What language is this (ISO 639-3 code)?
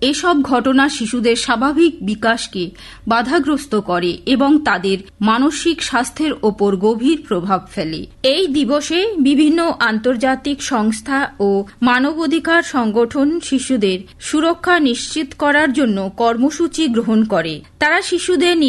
ben